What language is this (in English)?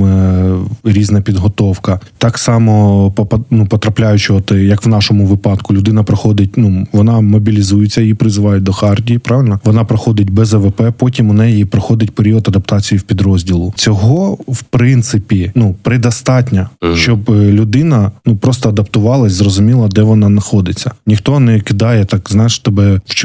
Ukrainian